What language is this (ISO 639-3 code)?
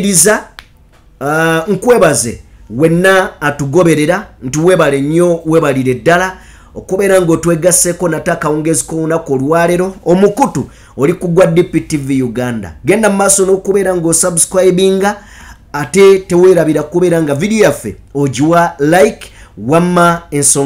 lug